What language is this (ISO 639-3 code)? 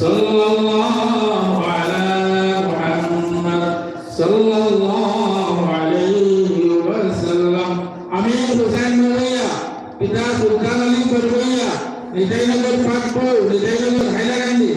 syl